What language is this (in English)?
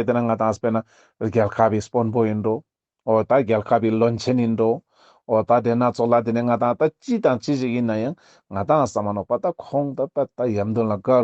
Ladakhi